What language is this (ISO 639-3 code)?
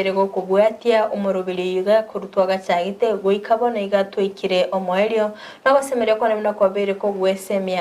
guz